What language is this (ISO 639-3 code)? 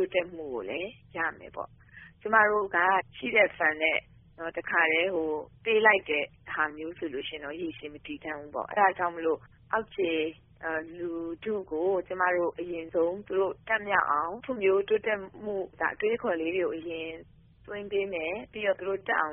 mya